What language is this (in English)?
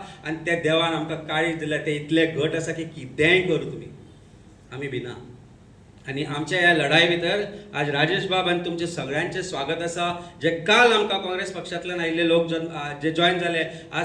Konkani